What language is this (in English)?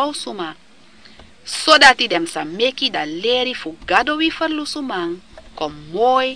Sranan Tongo